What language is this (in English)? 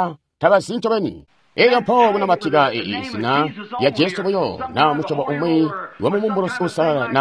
Tonga (Zambia)